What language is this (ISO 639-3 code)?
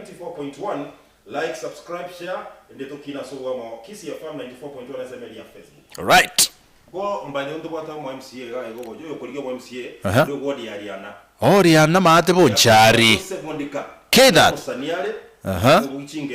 guz